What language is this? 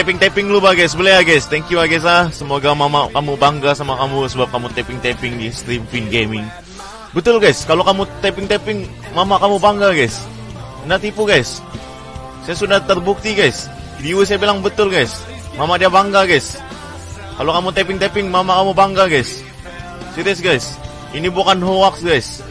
Malay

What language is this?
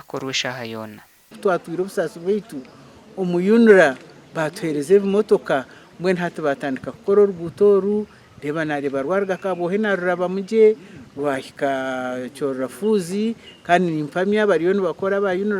Nyankole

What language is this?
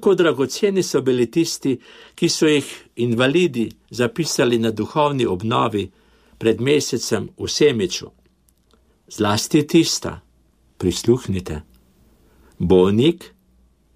Slovenian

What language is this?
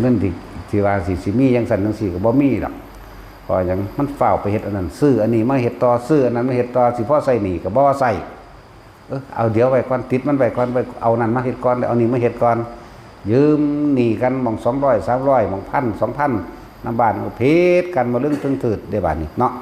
Northeastern Thai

